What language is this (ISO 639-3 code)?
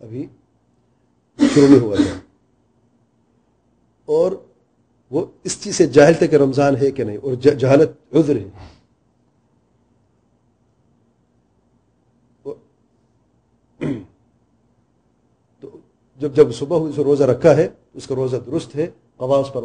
urd